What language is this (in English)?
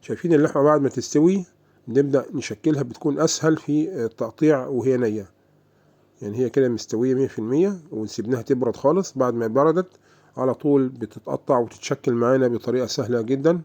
Egyptian Arabic